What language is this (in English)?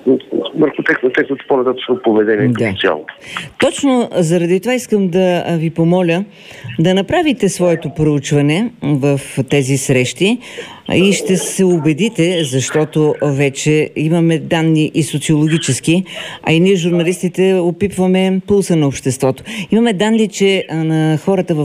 Bulgarian